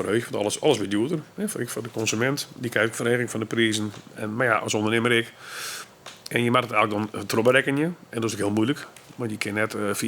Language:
Western Frisian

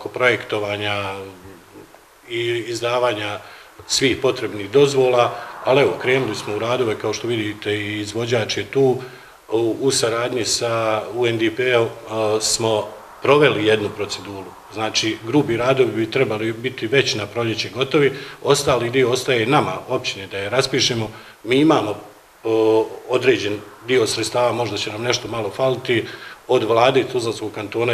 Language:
Bosnian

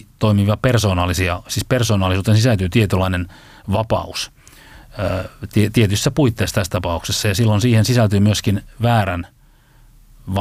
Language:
Finnish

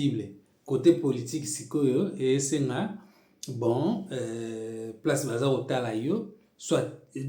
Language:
Lingala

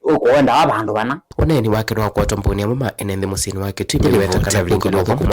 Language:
Kamba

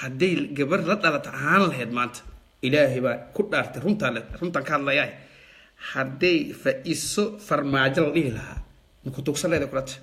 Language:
Somali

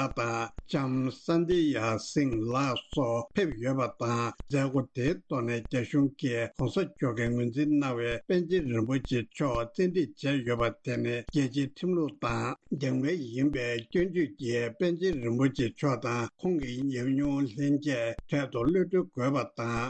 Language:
Tibetan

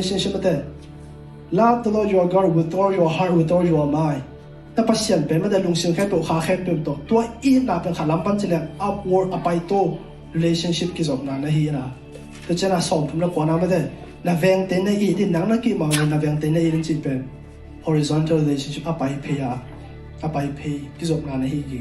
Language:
Tedim Chin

